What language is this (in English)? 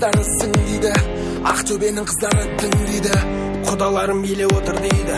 Kara-Kalpak